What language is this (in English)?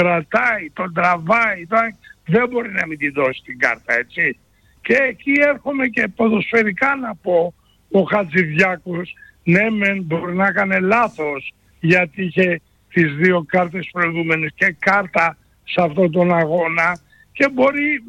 Greek